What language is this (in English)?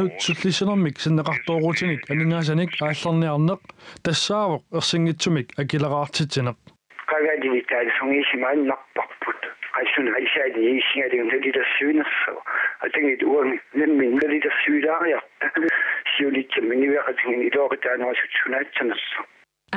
Kalaallisut